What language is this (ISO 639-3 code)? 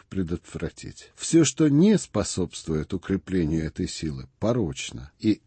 rus